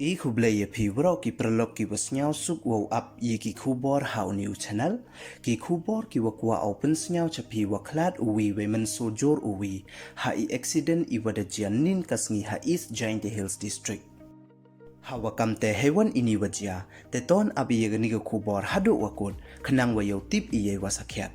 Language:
Pnar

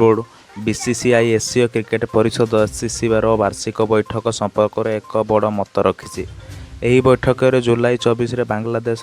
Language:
Odia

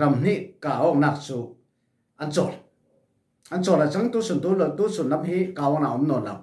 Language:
Falam Chin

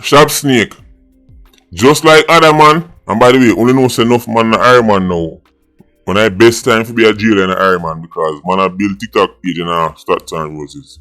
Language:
Jamaican Creole English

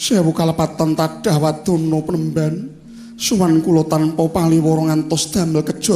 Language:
Javanese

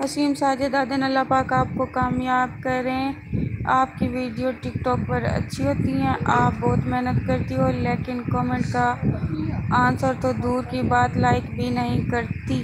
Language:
Saraiki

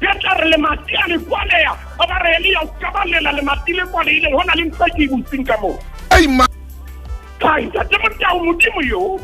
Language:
Southern Sotho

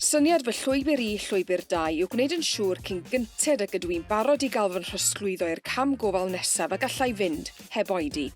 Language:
Welsh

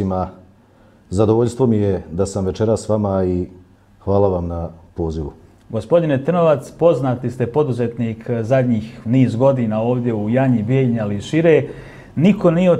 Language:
Bosnian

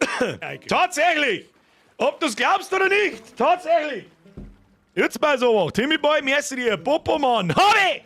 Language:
Bavarian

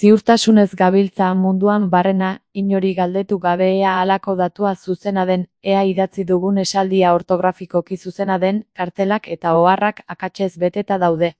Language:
Basque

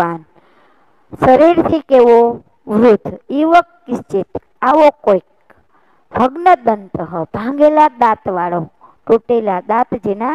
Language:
Gujarati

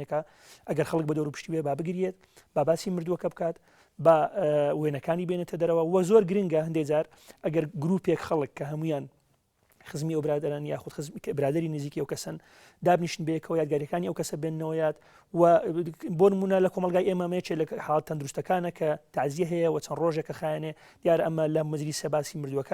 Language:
Central Kurdish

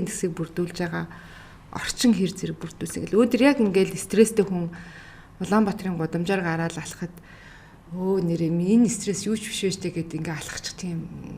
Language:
Mongolian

